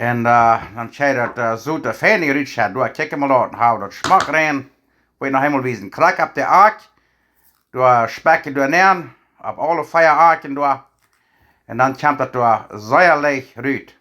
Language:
Plautdietsch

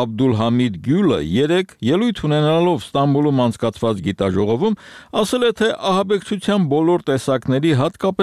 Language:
Armenian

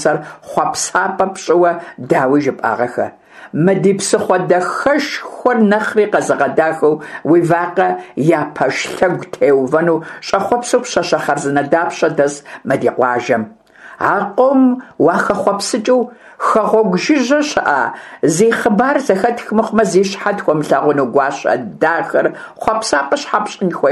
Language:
Kabardian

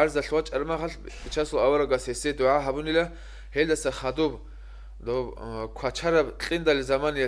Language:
Avaric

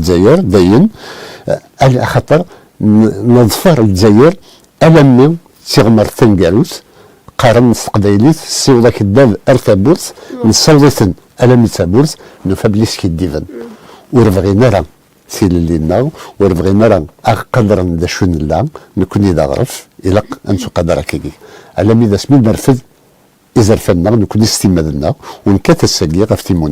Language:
Kabyle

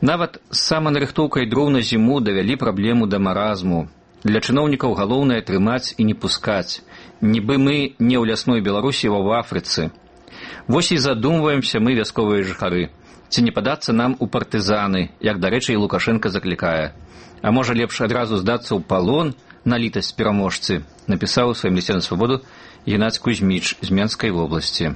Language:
Belarusian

